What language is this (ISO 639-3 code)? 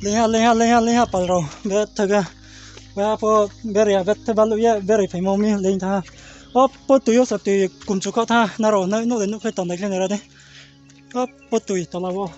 ria